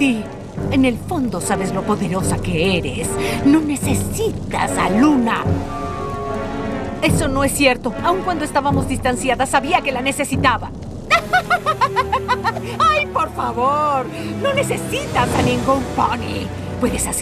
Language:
Spanish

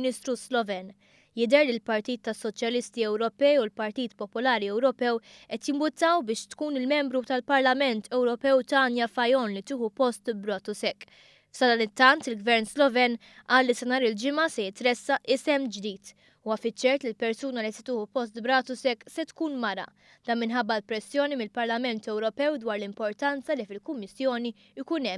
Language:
Maltese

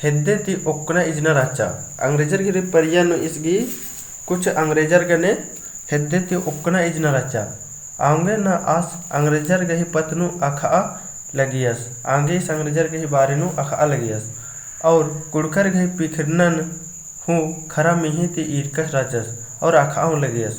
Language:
Kurukh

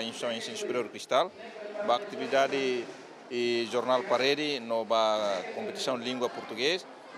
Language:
Tetum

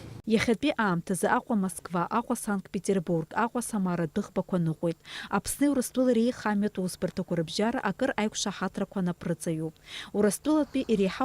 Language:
Abkhazian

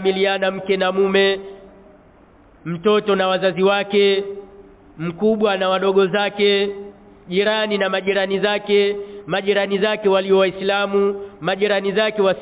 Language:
Swahili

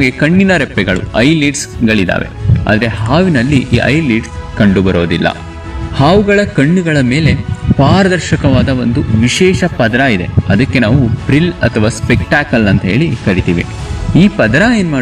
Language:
Kannada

